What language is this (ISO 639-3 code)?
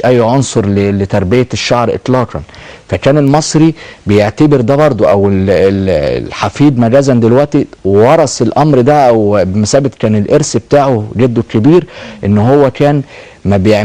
arz